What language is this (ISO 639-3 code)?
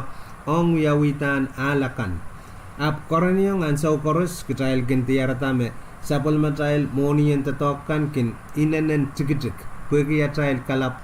pon